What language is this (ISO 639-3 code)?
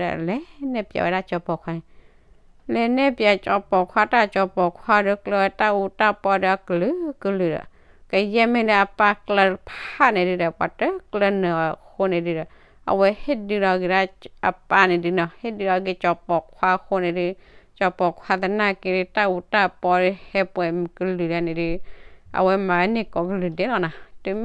ksw